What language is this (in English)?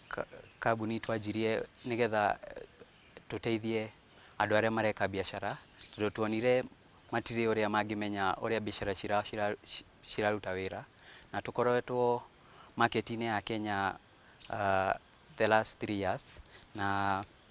Kikuyu